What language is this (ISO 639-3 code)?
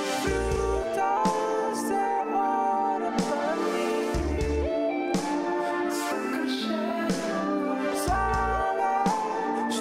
spa